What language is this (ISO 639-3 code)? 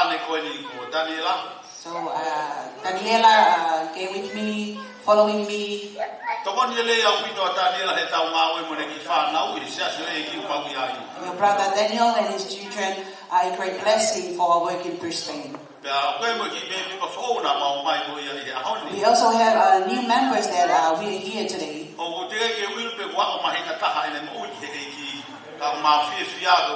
ton